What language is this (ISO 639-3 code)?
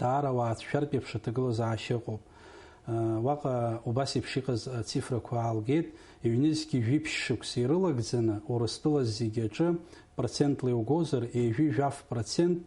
abk